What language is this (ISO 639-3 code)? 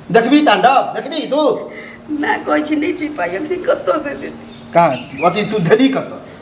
mai